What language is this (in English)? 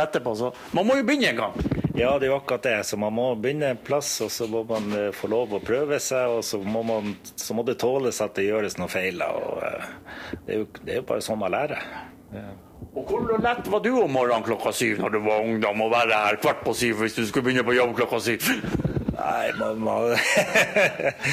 Norwegian